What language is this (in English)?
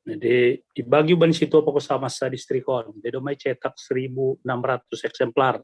Batak Simalungun